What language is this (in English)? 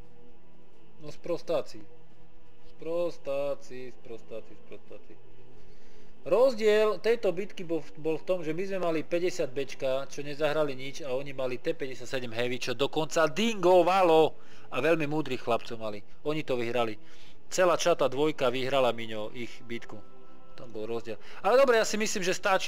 Slovak